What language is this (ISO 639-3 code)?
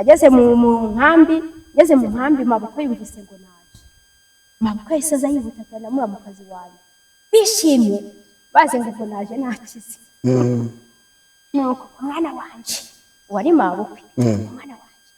kin